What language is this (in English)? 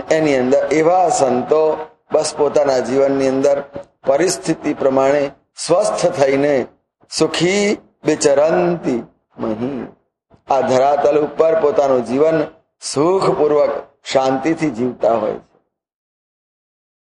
Gujarati